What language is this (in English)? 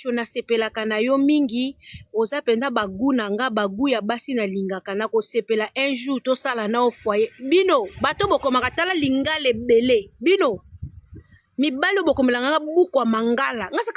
Lingala